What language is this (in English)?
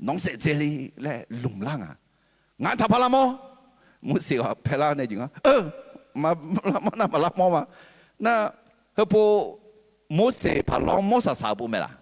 Akha